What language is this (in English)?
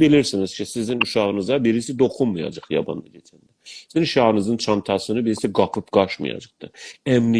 South Azerbaijani